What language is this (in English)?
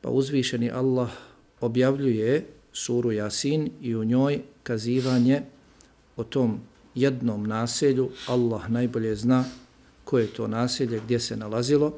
Bosnian